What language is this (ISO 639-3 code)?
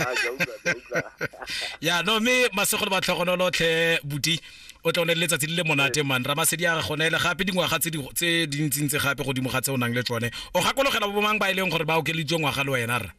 tsn